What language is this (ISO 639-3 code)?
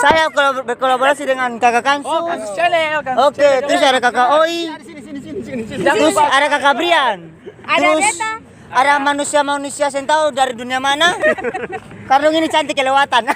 abs